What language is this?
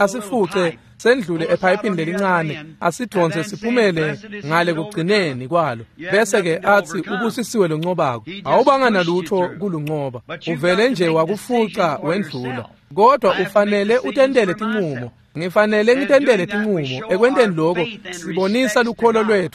Swati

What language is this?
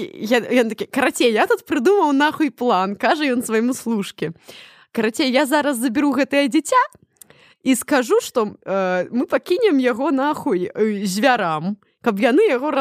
Belarusian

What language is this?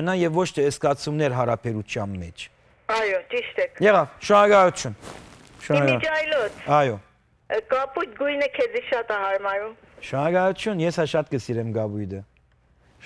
Western Armenian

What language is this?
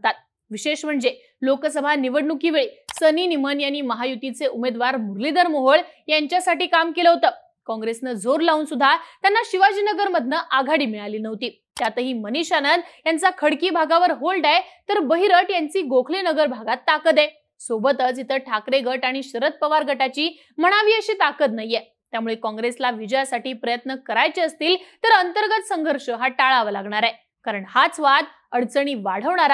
Marathi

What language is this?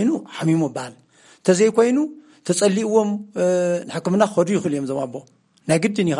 Tigrinya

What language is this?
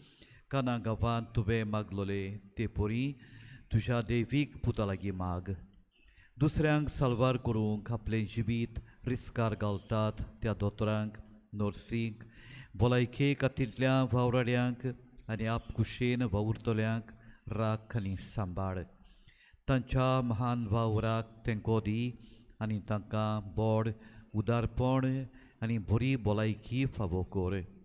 Konkani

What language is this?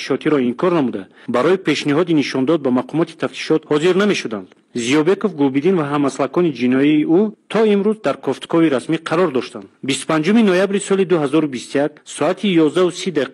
Tajik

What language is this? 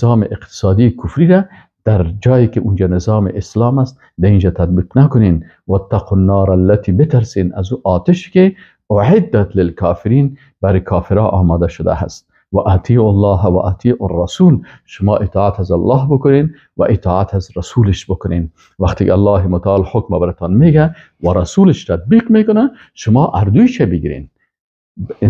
Persian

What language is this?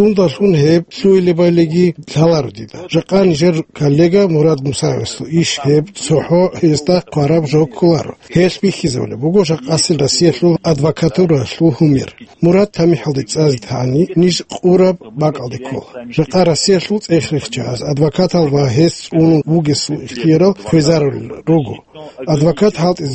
Avaric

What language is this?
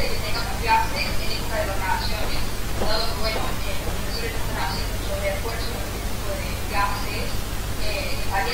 Spanish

